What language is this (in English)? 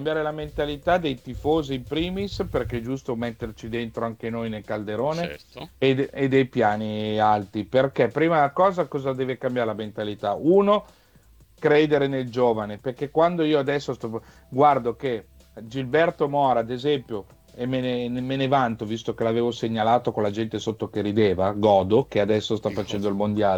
Italian